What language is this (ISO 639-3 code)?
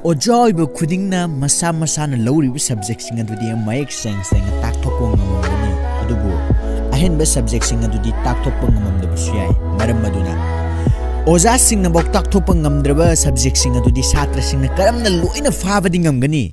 mni